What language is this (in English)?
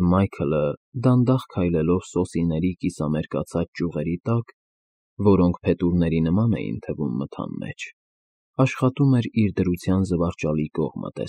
Armenian